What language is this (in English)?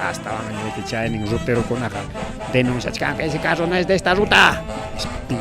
Ayacucho Quechua